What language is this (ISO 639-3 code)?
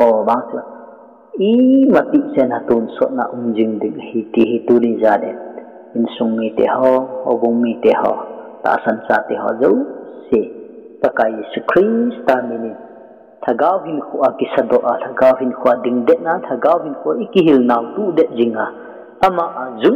tcz